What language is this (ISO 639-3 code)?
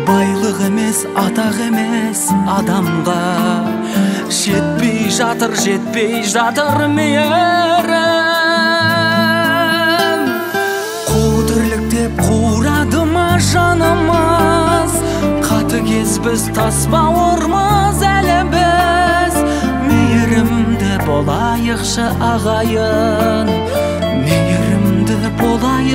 kaz